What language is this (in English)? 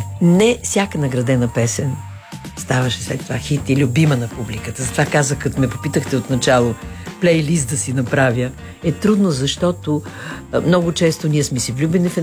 Bulgarian